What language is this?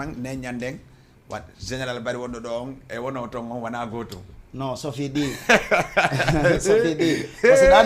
Fula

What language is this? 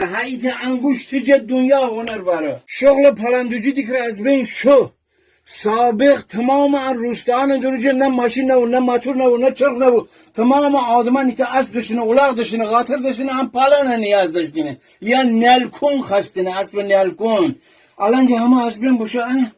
Gilaki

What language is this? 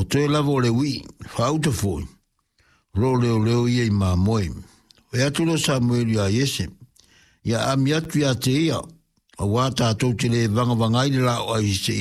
Samoan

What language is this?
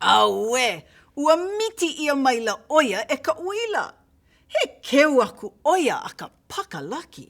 Hawaiian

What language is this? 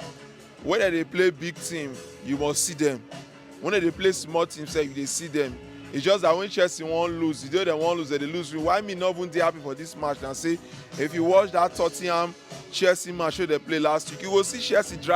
Nigerian Pidgin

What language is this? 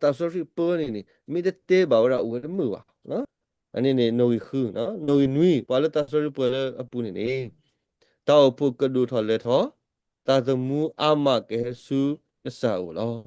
S'gaw Karen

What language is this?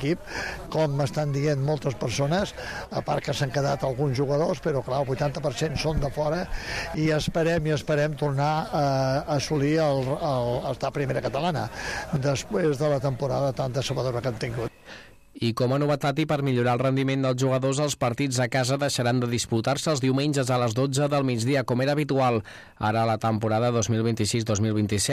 Catalan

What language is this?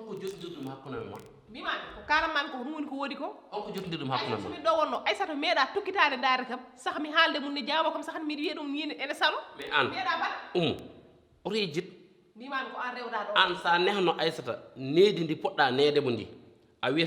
Fula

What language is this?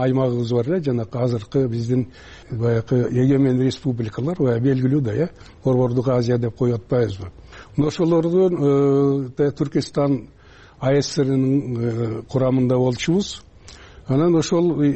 Kyrgyz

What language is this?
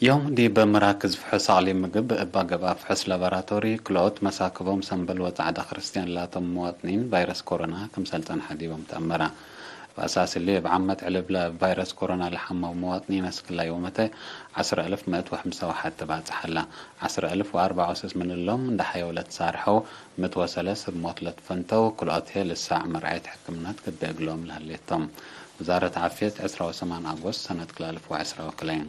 Tigre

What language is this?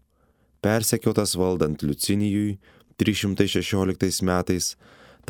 Lithuanian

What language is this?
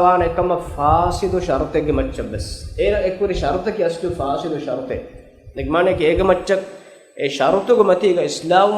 Divehi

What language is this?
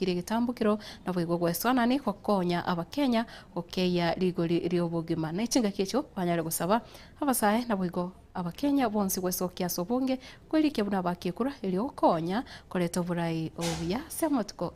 Gusii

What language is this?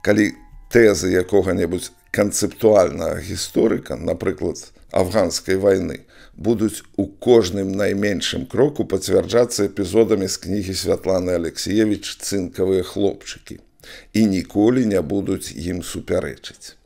Belarusian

